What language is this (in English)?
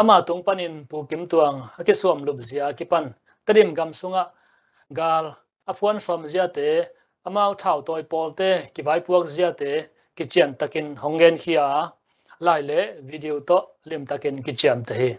Tedim Chin